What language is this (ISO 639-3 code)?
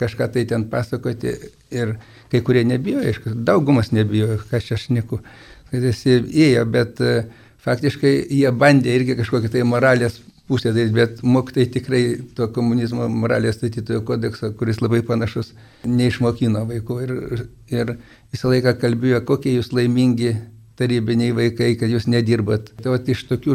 lit